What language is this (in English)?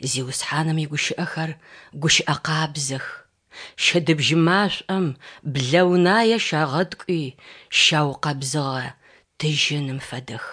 Adyghe